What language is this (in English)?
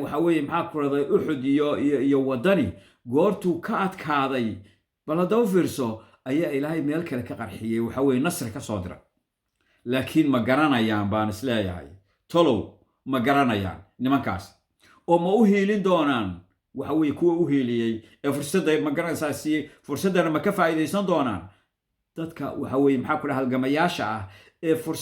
Somali